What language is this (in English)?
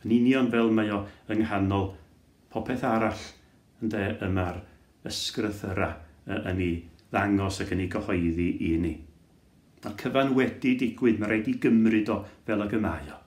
Welsh